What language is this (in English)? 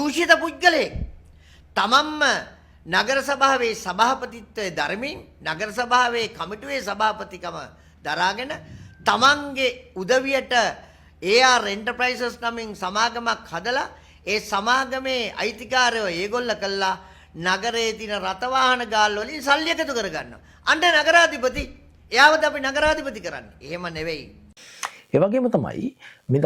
Sinhala